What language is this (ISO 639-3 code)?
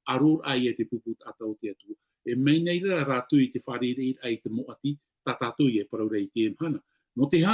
tah